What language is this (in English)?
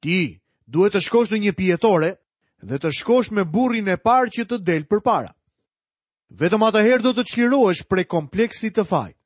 Albanian